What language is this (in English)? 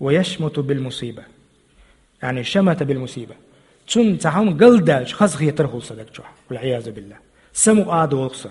Chechen